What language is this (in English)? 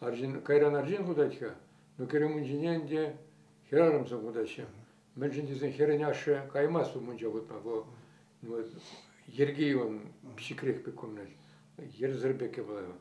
Chuvash